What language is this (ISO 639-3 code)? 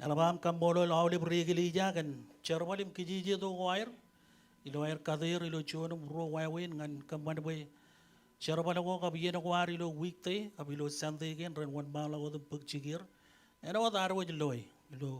mah